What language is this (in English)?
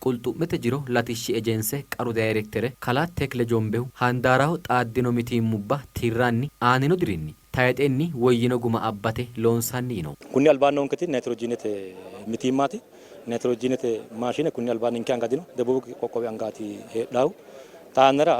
Sidamo